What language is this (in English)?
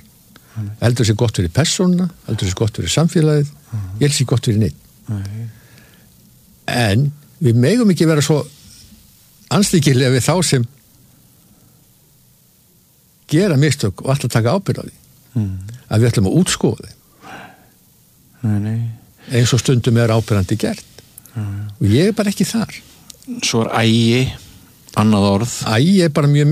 Icelandic